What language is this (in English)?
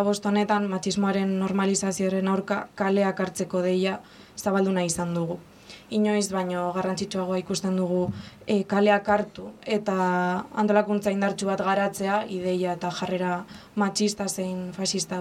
Basque